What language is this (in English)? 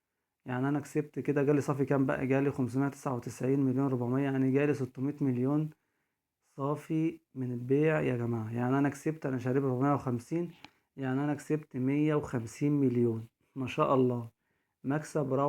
Egyptian Arabic